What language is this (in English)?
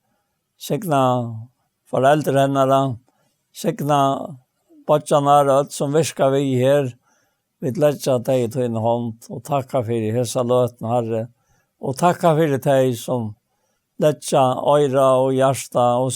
Faroese